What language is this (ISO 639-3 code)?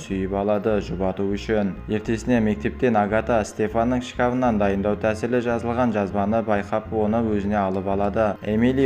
kaz